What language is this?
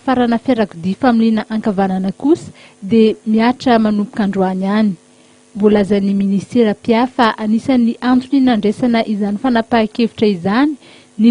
Malagasy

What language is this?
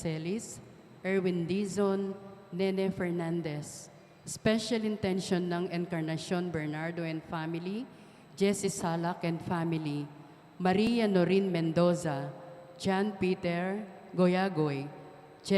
Pampanga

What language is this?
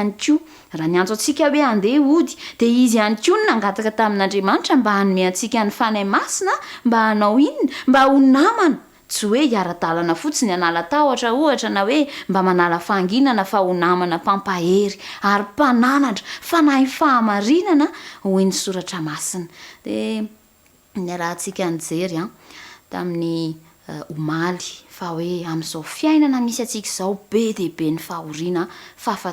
Malagasy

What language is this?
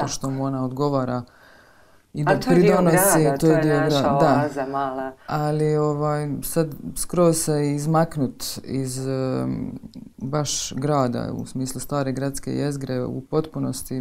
Croatian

